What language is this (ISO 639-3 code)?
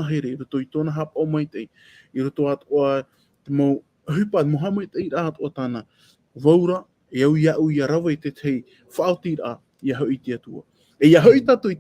tah